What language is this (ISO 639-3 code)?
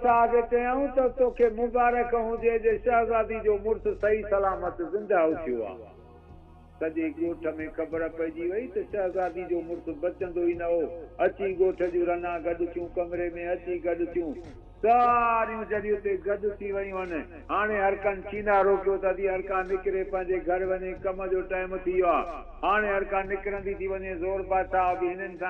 snd